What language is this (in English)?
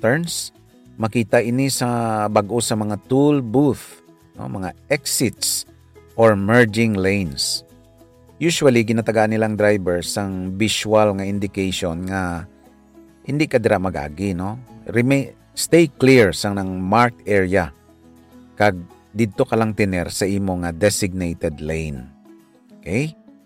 Hiligaynon